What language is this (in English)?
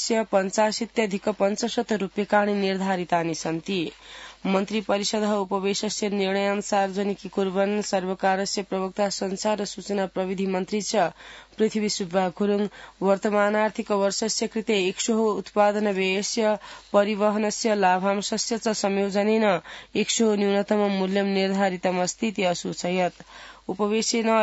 Sanskrit